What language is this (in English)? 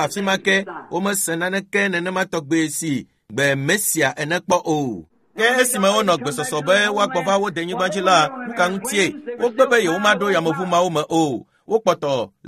Ewe